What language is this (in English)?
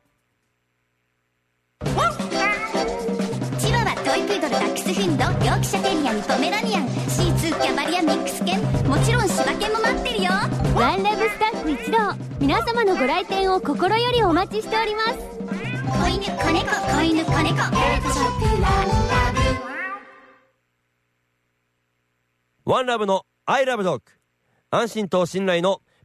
Japanese